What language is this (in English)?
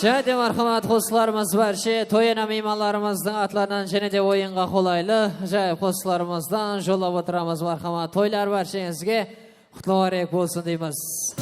Kara-Kalpak